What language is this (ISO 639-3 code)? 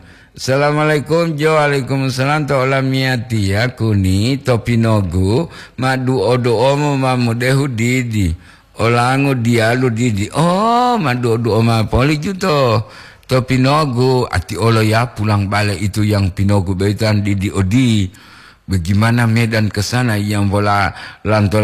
gor